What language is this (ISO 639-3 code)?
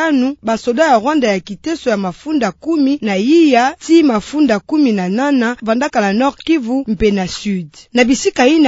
ktu